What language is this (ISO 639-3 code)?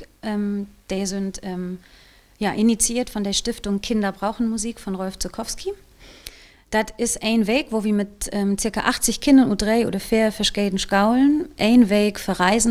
nds